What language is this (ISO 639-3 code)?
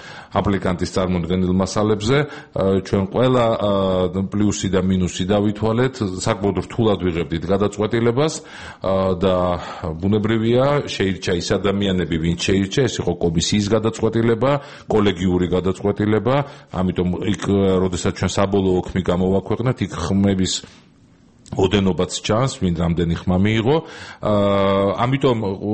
kat